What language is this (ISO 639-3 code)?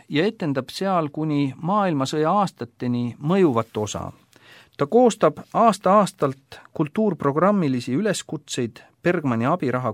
est